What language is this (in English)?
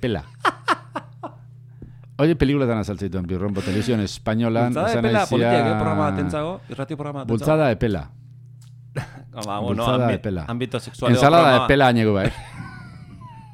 Basque